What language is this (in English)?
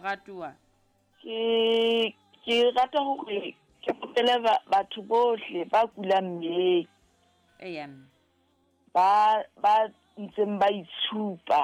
Southern Sotho